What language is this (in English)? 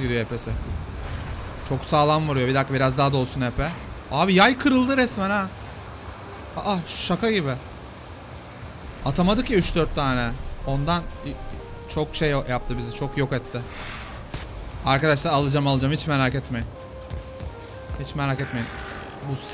Turkish